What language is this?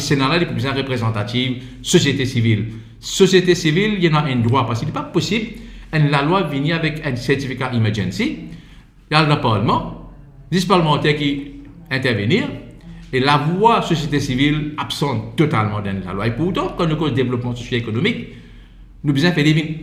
Morisyen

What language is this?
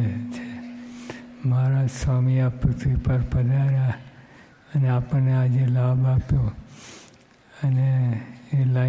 Gujarati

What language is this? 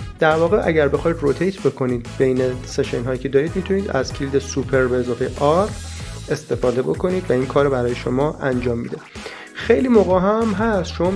Persian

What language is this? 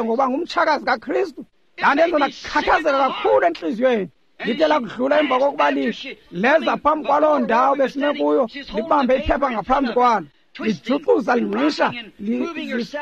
Xhosa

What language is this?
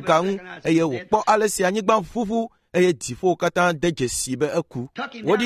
Ewe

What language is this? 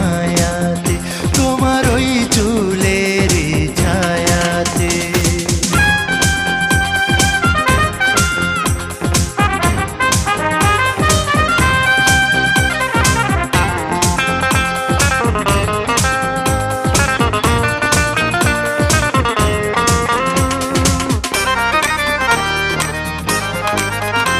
Bangla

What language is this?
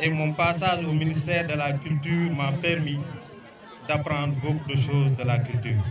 Fula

